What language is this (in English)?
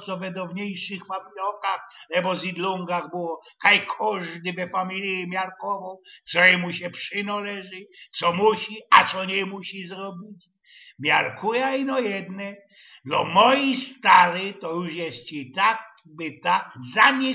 Silesian